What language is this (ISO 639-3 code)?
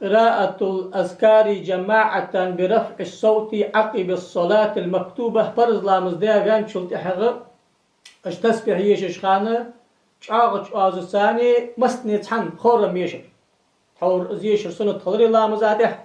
inh